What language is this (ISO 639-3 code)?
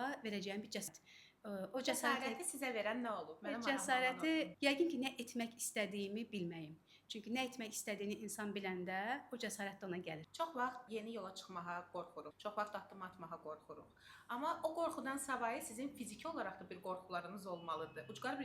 aze